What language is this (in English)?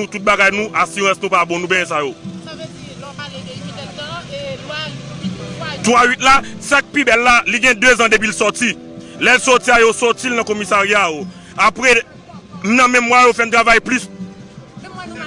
Haitian Creole